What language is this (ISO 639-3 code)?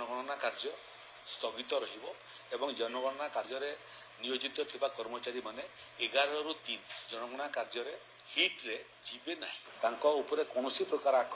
ori